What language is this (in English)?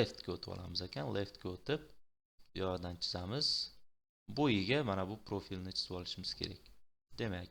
Uzbek